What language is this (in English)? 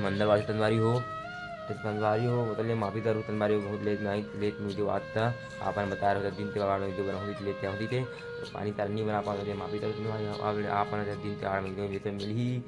Chhattisgarhi